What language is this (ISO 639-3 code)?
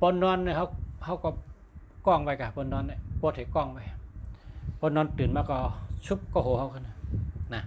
shn